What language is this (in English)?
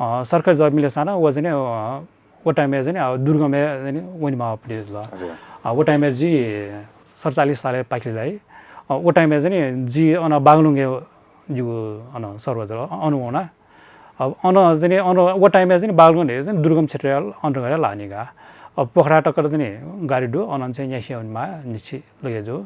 Newari